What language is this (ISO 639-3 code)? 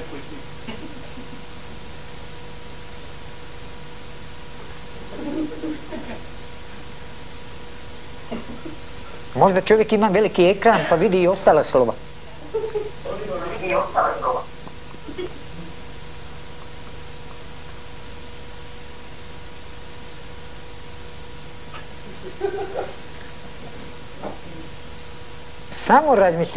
hrv